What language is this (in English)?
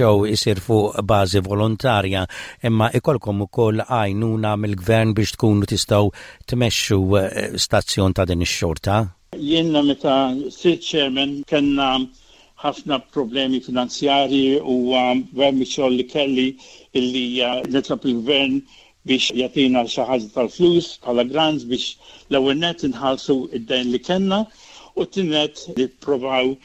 Maltese